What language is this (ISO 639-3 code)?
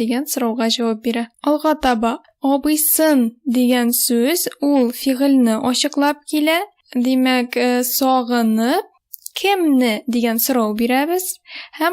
tat